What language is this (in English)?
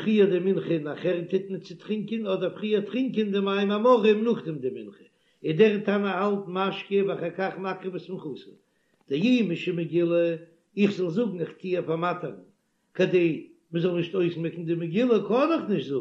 Yiddish